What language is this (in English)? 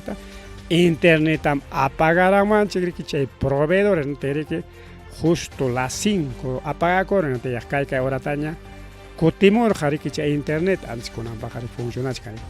Ayacucho Quechua